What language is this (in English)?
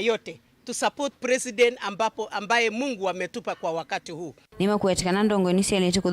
Kamba